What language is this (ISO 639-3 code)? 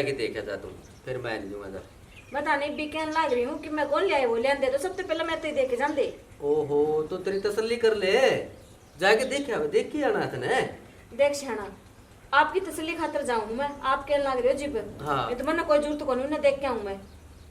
bgc